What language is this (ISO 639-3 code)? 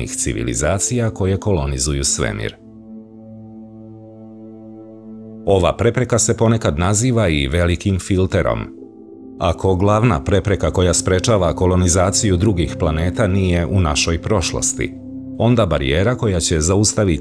srp